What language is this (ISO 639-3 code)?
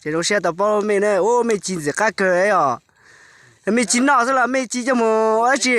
hmn